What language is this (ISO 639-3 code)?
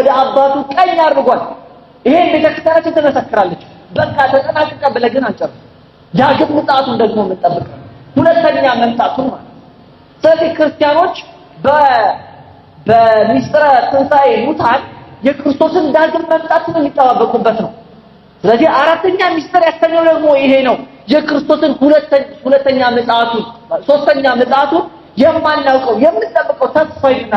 amh